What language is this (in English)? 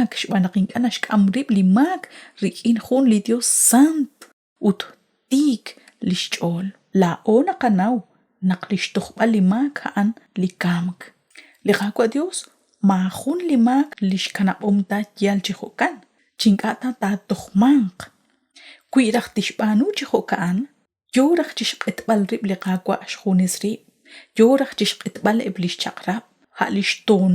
Kekchí